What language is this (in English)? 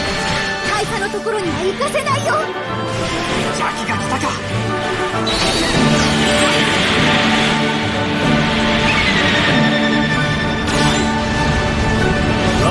Japanese